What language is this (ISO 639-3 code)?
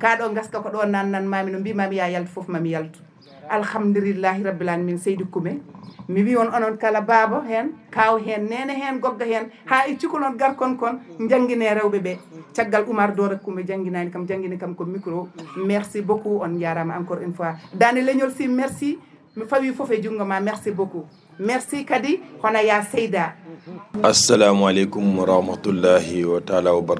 ful